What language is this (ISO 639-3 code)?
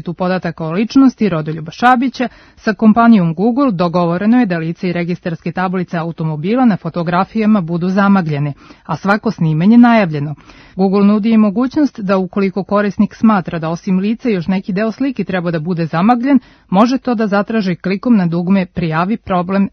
srp